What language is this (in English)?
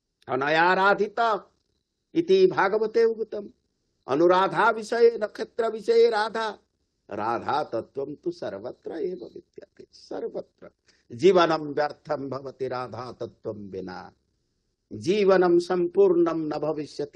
Sanskrit